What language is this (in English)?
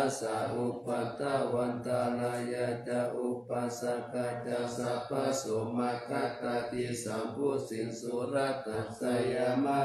Pali